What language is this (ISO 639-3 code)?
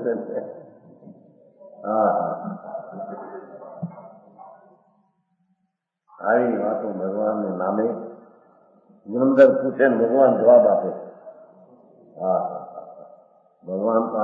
guj